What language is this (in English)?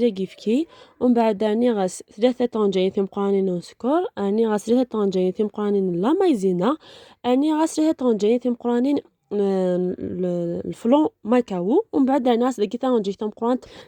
Algerian Arabic